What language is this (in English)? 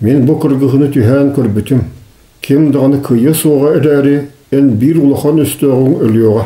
Yakut